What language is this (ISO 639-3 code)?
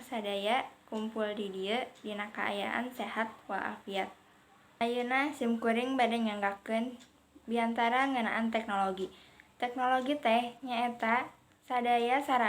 sun